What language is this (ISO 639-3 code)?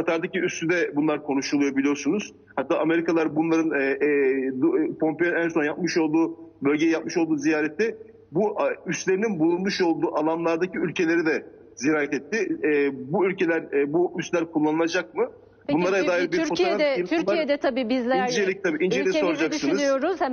tur